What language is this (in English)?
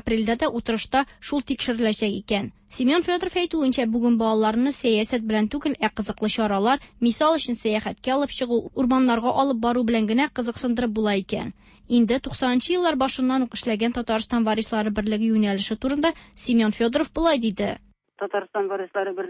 Tatar